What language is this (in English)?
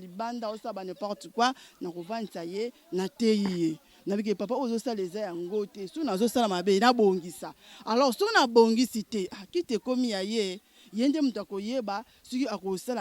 Lingala